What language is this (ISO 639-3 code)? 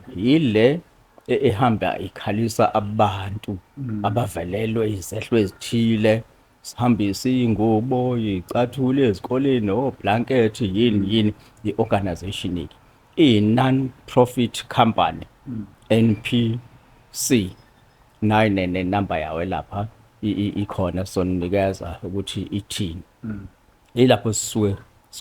zul